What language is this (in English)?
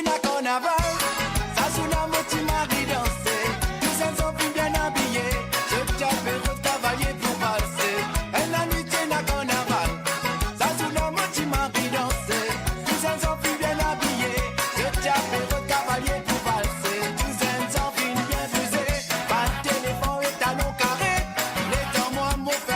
Morisyen